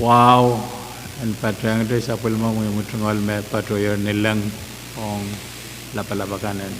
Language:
Pohnpeian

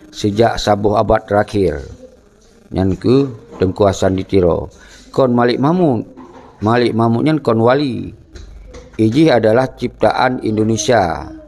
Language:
Achinese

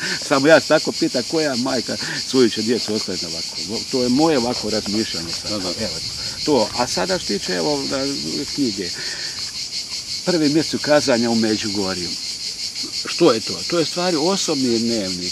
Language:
Croatian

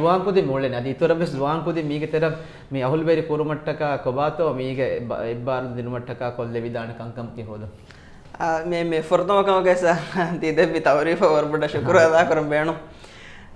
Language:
Divehi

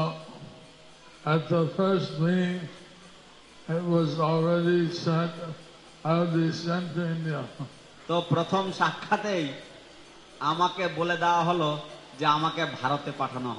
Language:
Bangla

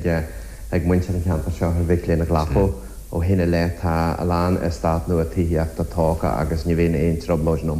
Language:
Irish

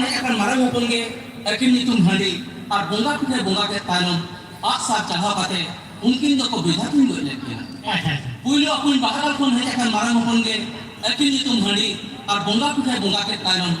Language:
Santali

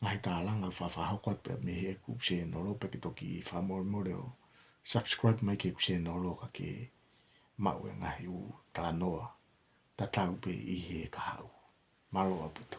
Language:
Tongan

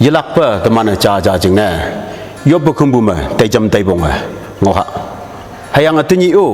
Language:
Konyak Naga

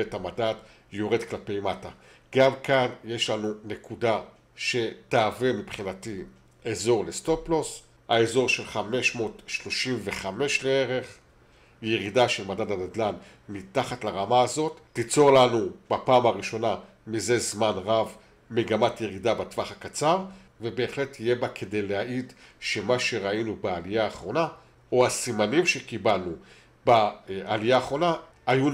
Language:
Hebrew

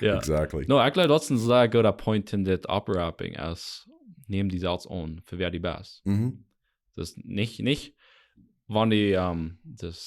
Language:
Plautdietsch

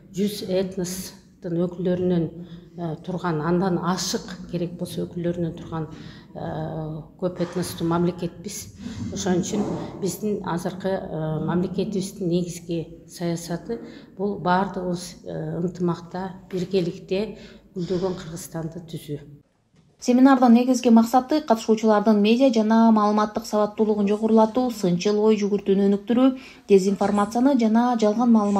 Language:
Kyrgyz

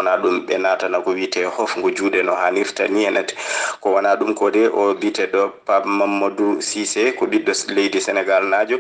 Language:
Fula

